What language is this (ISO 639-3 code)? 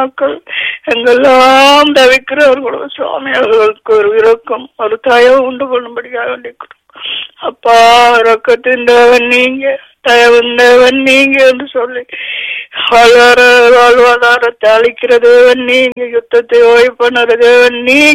tam